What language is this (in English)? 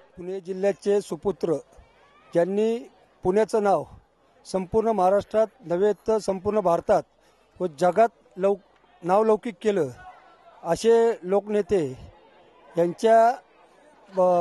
Marathi